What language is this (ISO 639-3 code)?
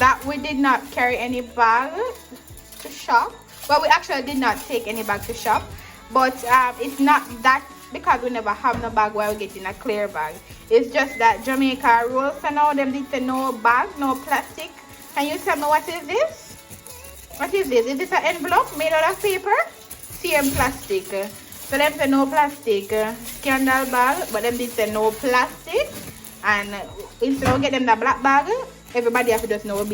jam